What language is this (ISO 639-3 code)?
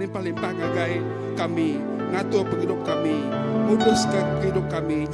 iba